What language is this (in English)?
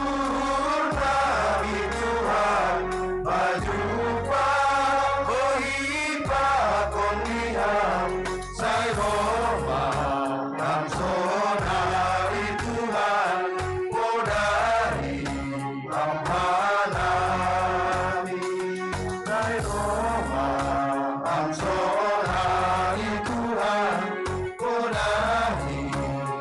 Batak Simalungun